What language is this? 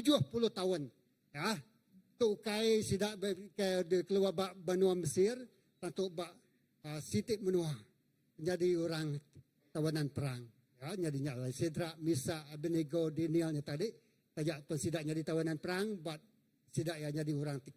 Iban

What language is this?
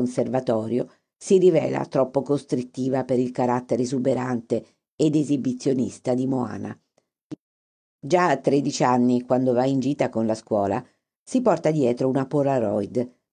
Italian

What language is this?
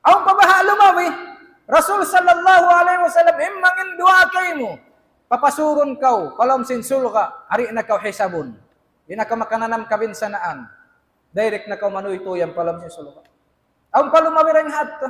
Tausug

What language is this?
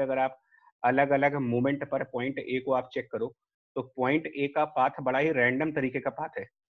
Hindi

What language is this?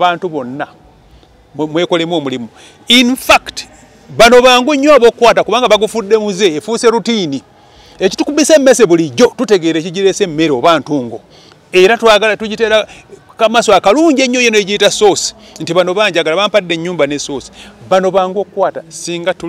Ganda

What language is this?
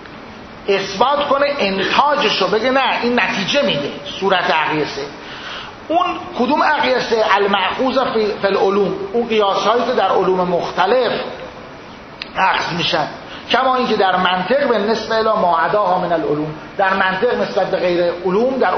Persian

